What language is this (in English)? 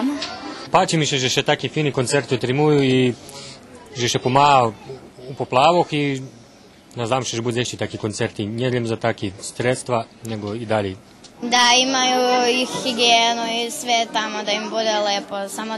Rusyn